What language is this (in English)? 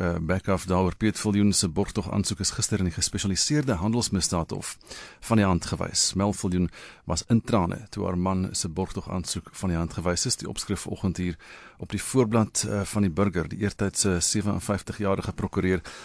Afrikaans